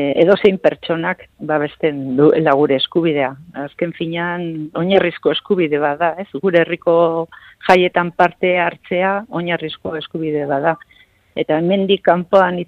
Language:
Basque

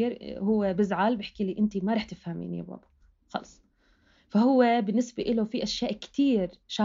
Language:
North Levantine Arabic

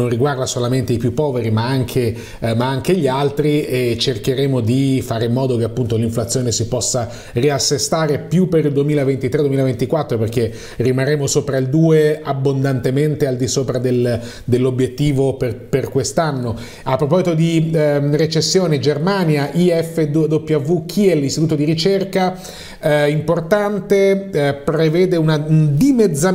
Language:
Italian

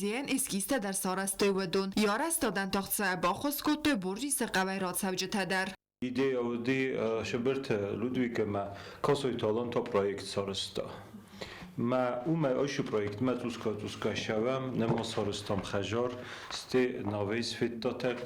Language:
Ossetic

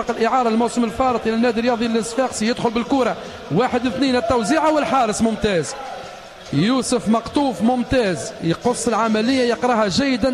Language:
Tunisian Arabic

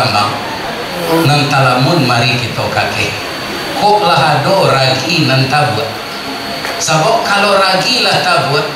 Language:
Minangkabau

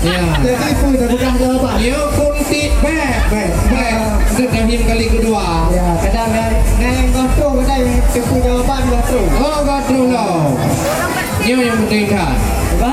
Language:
Achinese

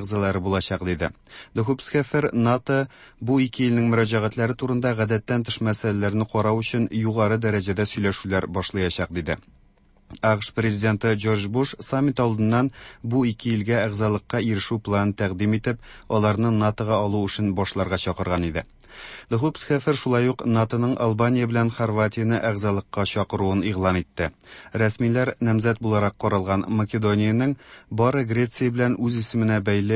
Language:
Tatar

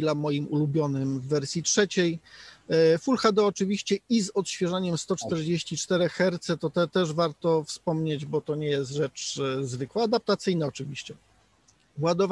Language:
Polish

